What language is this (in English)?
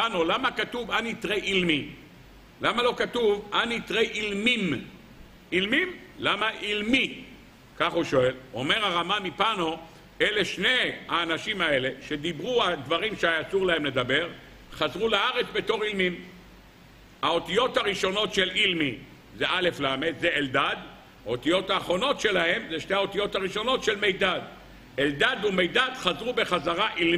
Hebrew